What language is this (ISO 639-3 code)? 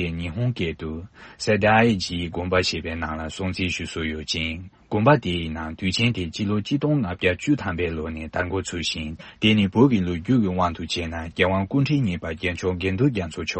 bod